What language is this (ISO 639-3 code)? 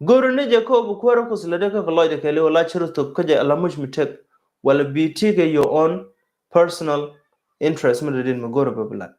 nus